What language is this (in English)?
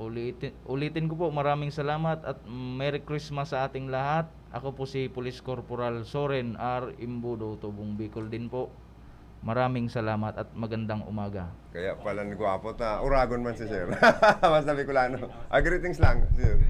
Bikol